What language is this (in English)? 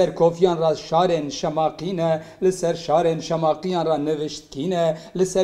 Kurdish